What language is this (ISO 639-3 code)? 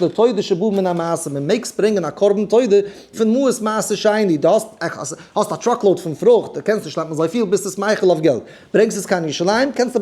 yid